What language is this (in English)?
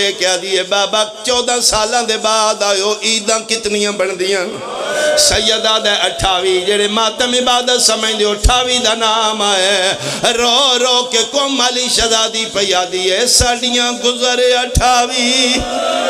Pahari-Potwari